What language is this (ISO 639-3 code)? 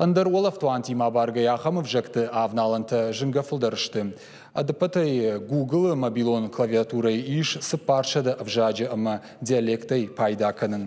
oss